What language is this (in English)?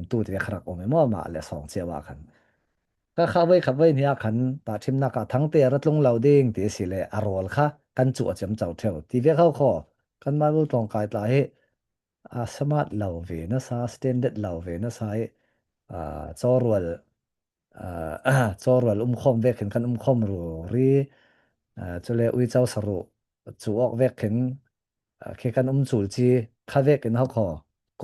Falam Chin